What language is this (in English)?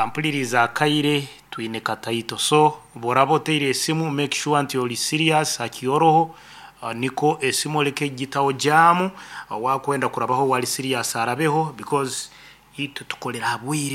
Nyankole